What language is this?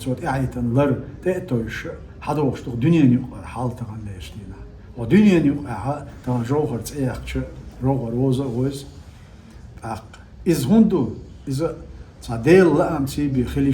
Chechen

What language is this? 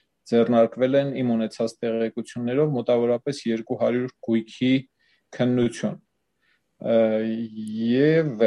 Armenian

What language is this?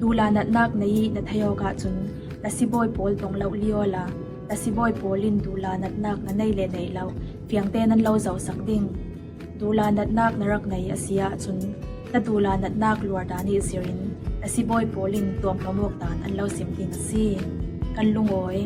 Falam Chin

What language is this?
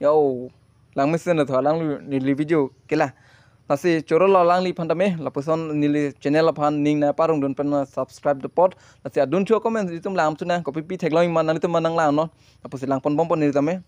Karbi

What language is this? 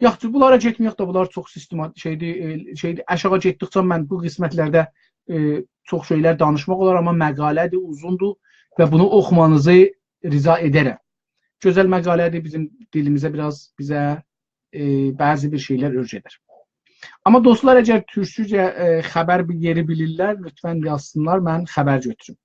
South Azerbaijani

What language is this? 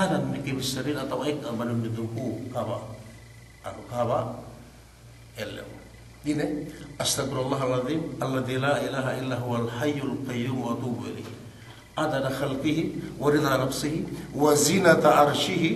Yakan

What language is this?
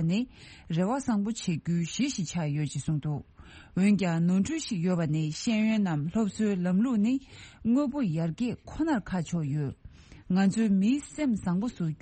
Tibetan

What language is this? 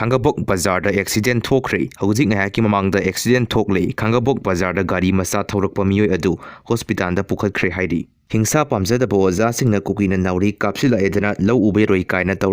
Manipuri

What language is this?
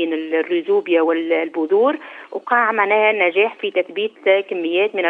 Tunisian Arabic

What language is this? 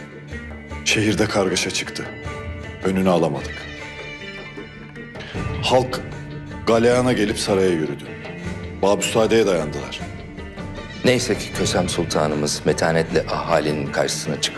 Turkish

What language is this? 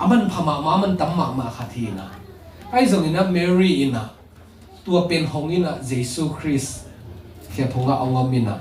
Tedim Chin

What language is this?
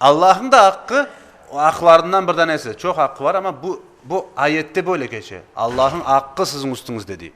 Crimean Tatar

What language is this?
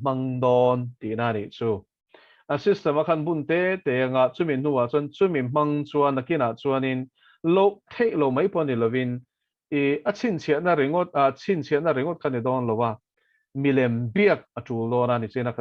Mizo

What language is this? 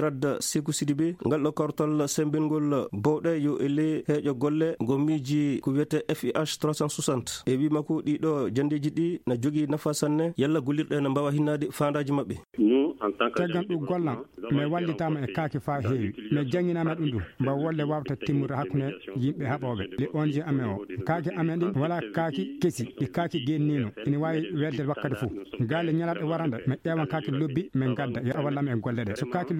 Fula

